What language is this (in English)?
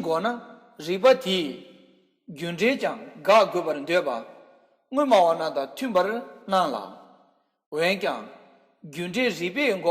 Tibetan